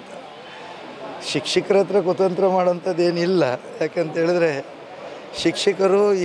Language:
Kannada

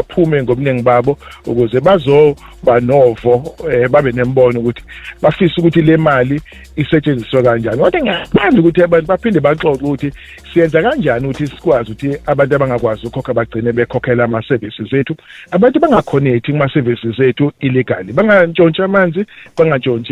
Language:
Zulu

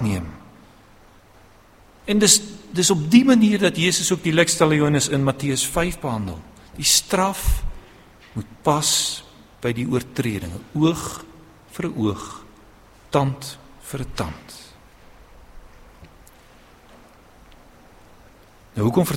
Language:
Afrikaans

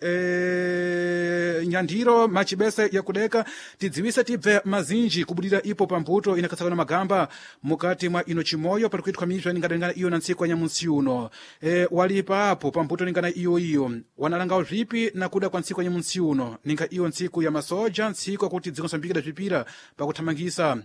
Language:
Sena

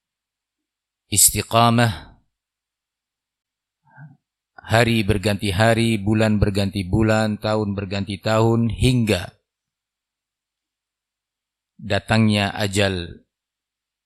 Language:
Indonesian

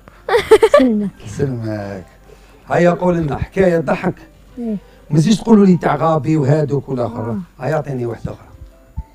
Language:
Algerian Arabic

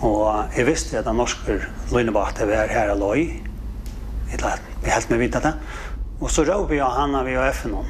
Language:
Faroese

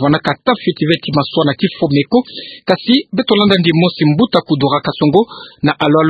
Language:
Kituba (Democratic Republic of Congo)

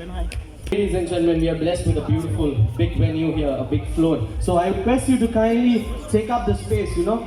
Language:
Konkani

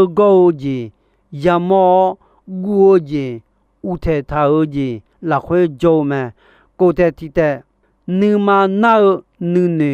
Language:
Akha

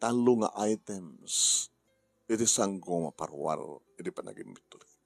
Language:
Iloko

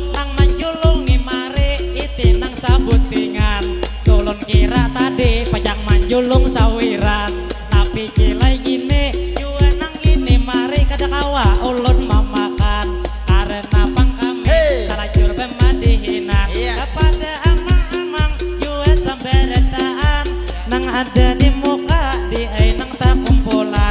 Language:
Banjar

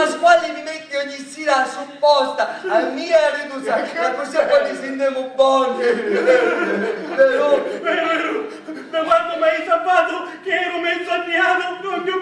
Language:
Sicilian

